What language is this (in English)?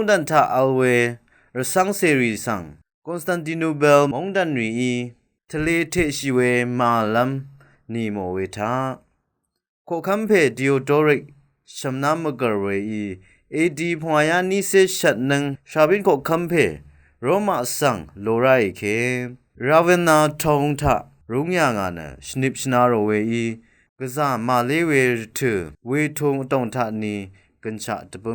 Rawang